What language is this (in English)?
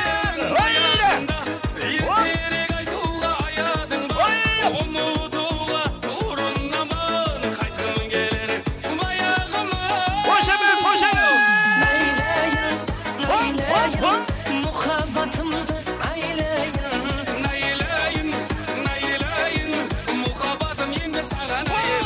Kara-Kalpak